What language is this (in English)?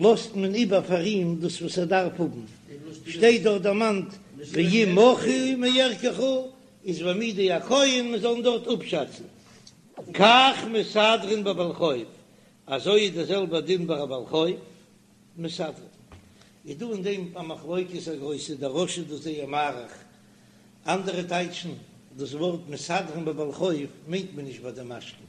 Yiddish